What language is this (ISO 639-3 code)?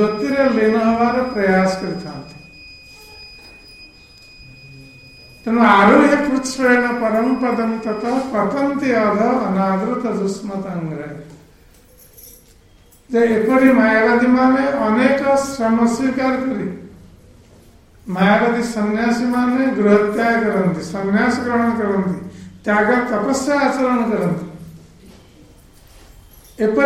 ori